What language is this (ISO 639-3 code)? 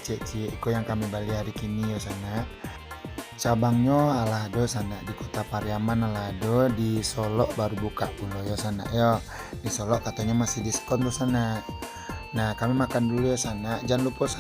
min